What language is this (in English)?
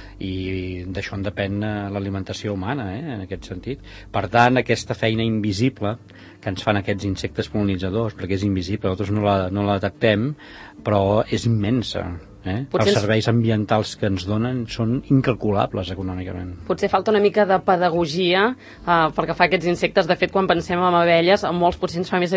Catalan